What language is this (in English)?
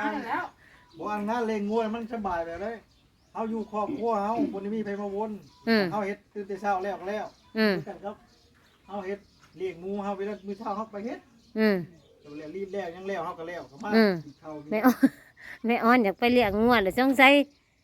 Northeastern Thai